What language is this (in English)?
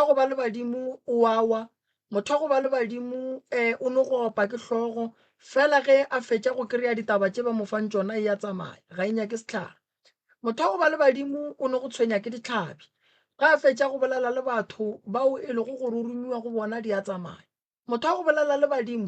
Northern Sotho